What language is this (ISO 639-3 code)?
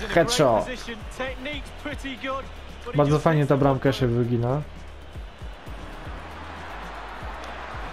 pol